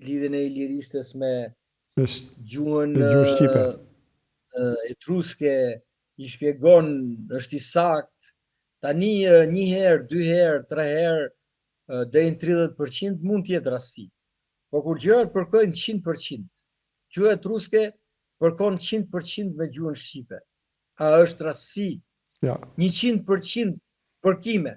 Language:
Albanian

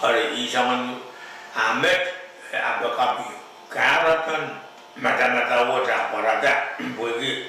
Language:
Pohnpeian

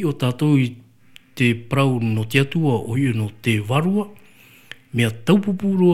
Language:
Tahitian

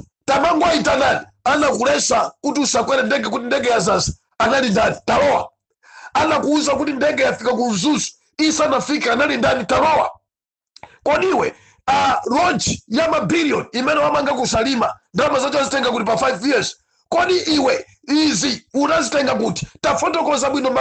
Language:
Nyanja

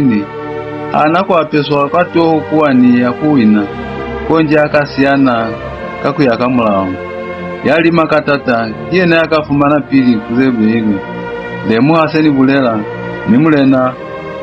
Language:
Lozi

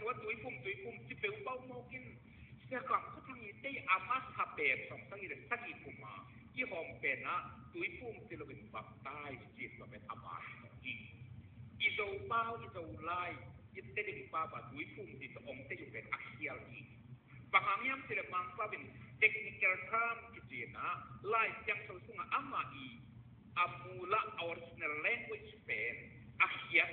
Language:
Tedim Chin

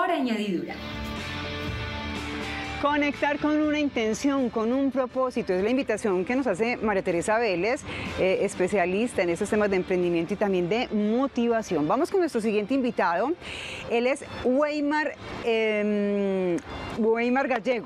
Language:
Spanish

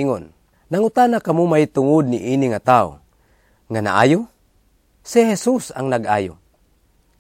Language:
Cebuano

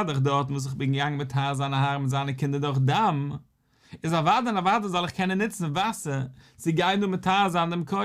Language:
Yiddish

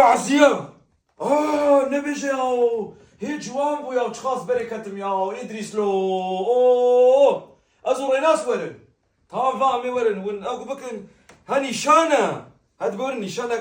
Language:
Kurdish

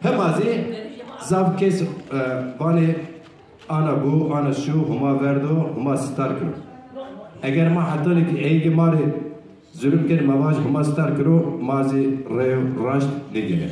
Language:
Zaza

